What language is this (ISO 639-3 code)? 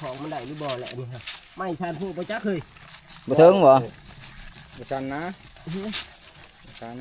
tts